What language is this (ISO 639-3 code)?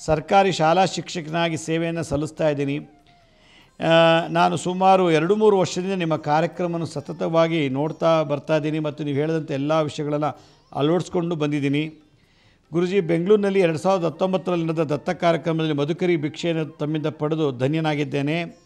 kan